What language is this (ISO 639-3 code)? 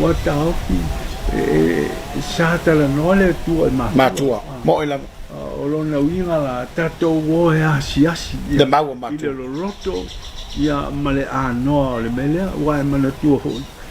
smo